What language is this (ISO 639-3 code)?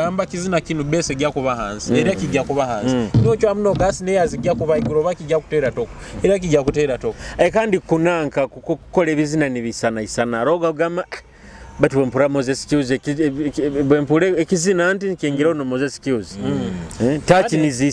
nyo